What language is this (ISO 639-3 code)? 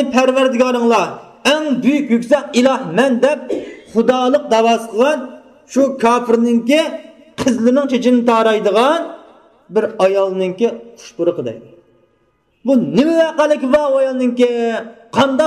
uig